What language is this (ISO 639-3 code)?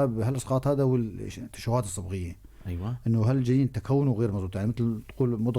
apc